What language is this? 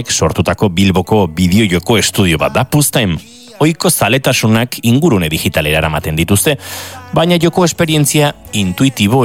Basque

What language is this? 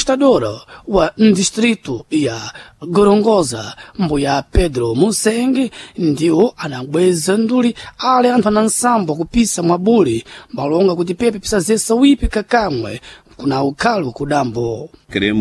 Sena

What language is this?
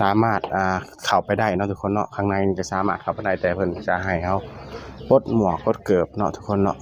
Northeastern Thai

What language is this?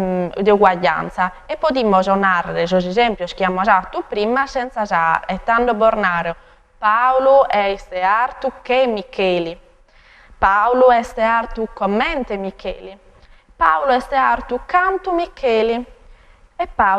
Sardinian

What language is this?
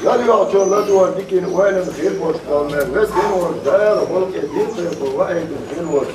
Chechen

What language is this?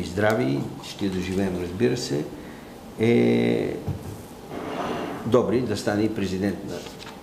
Bulgarian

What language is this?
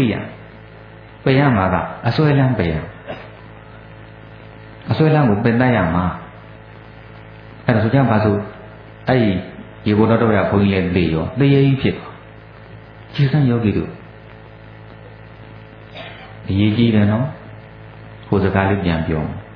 Burmese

